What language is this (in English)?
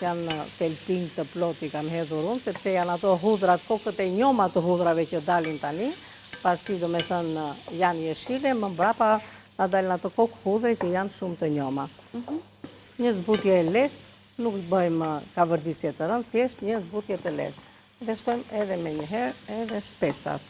Albanian